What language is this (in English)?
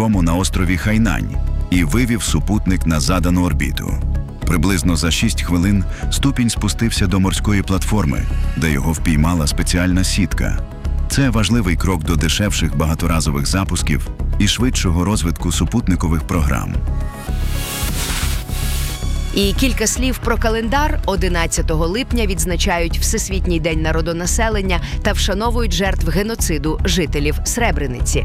Ukrainian